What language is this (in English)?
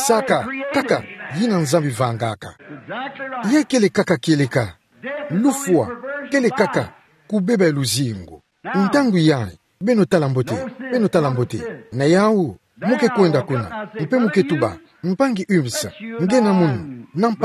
Kituba (Democratic Republic of Congo)